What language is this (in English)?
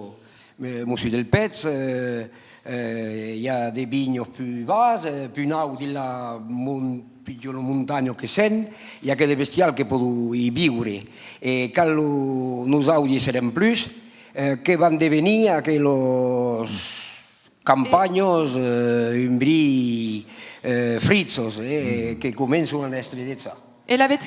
Occitan